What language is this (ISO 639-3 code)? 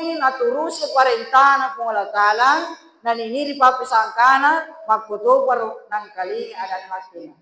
bug